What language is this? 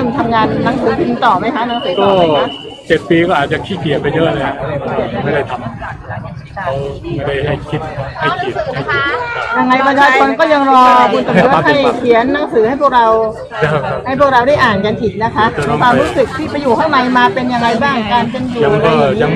Thai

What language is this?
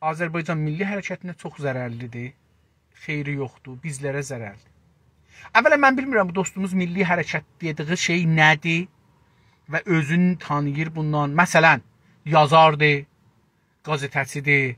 South Azerbaijani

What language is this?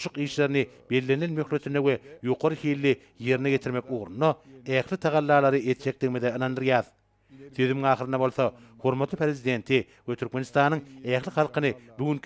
Turkmen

